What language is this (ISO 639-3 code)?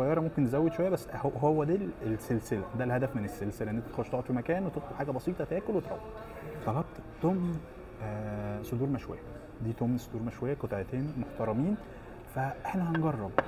arz